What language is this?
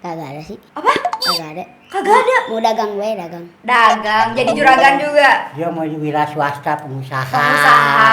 Betawi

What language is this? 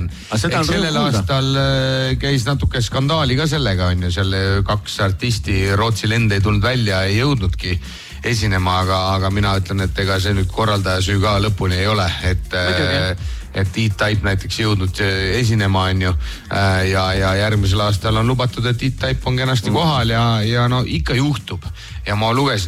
Estonian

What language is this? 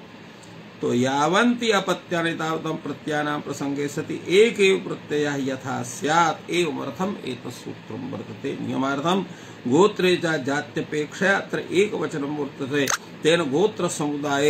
Sanskrit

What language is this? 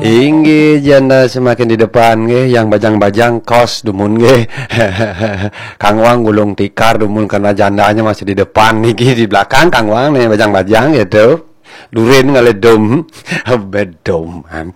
Balinese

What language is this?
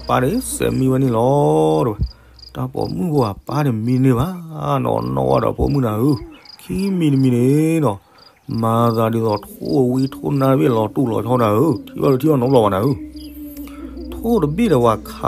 S'gaw Karen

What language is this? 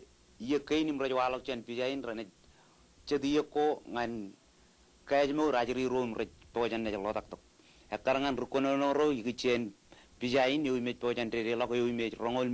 Marshallese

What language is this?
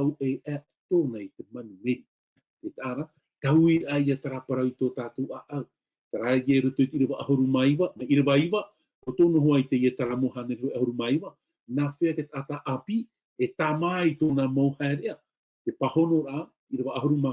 Tahitian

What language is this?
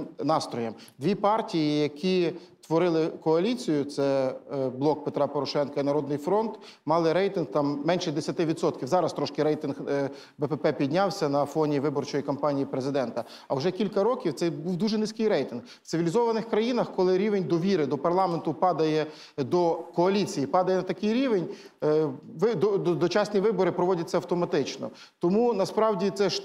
Ukrainian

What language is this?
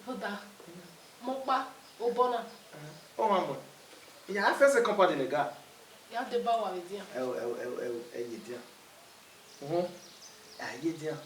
Bini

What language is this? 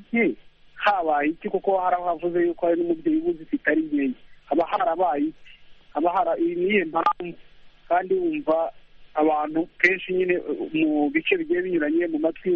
Kinyarwanda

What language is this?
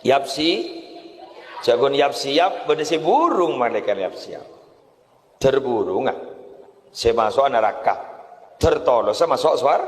Madurese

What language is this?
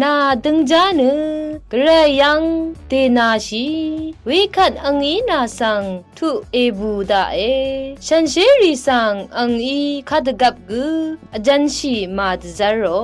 Rawang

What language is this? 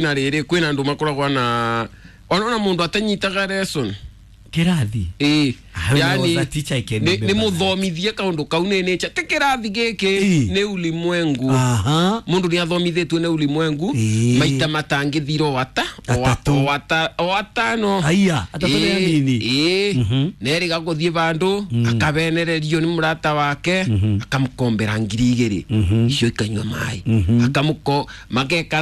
Kikuyu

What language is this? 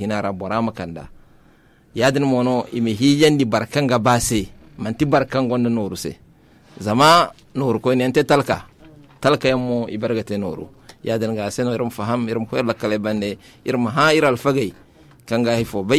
Zarma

